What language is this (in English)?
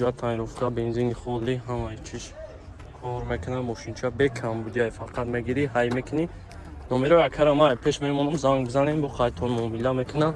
Tajik